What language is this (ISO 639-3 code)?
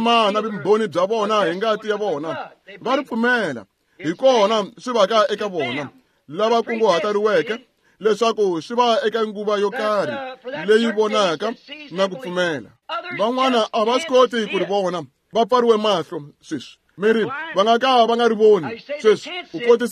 tso